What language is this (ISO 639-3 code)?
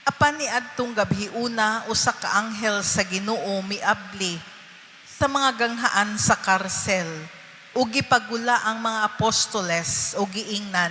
ceb